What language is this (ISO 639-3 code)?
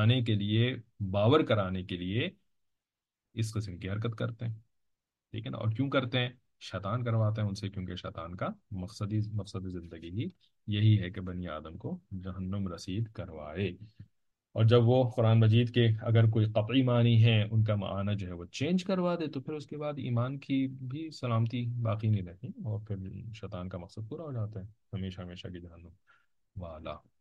urd